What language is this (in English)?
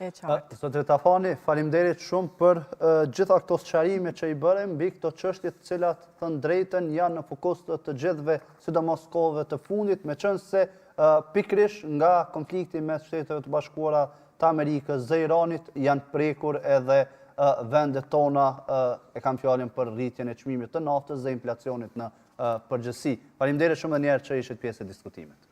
Albanian